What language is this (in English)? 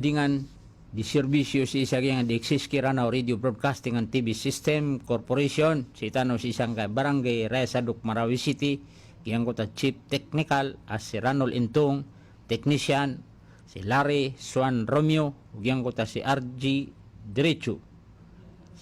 Maranao